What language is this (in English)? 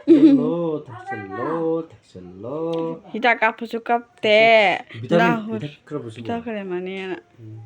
Manipuri